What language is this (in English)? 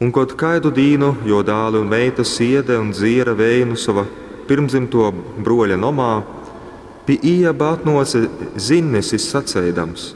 Latgalian